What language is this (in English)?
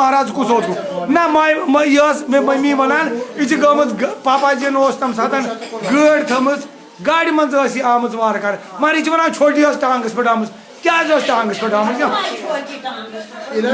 Kashmiri